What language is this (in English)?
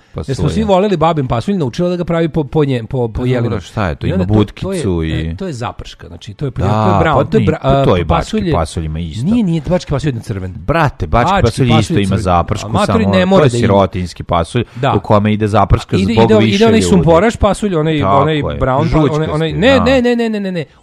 Serbian